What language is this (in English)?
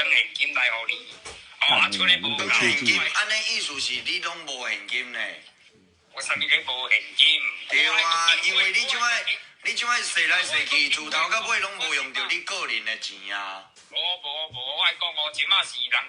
Min Nan Chinese